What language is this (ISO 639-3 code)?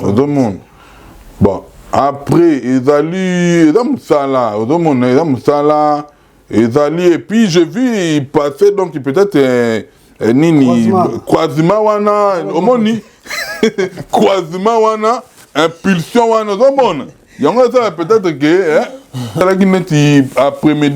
lin